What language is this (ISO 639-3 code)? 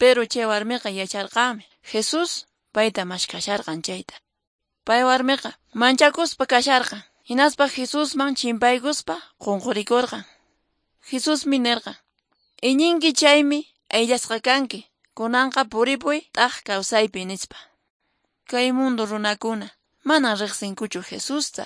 que